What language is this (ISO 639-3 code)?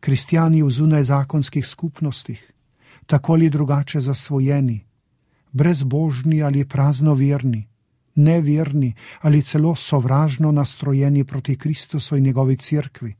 slv